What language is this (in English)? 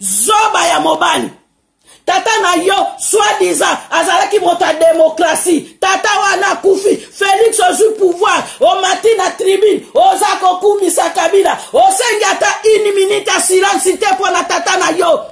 Lingala